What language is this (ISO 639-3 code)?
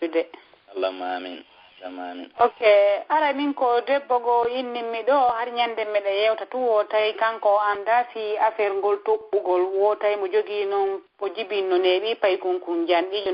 ful